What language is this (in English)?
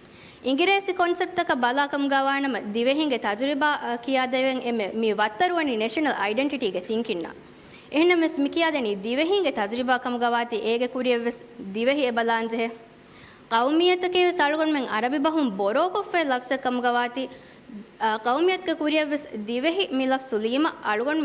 Divehi